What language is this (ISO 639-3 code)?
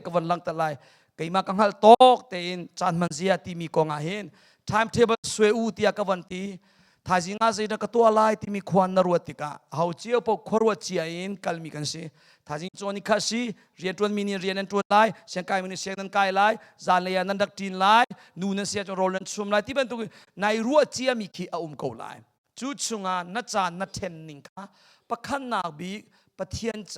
cnh